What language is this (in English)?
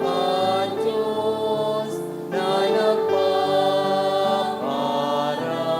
Bikol